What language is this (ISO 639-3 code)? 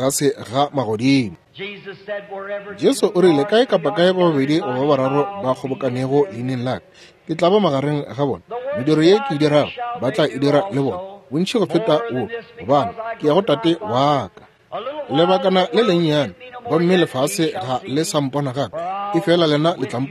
nso